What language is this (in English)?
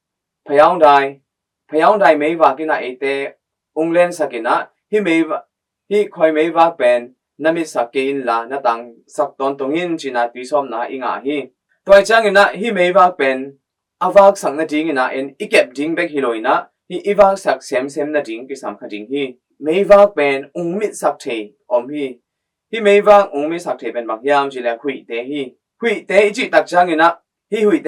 Tedim Chin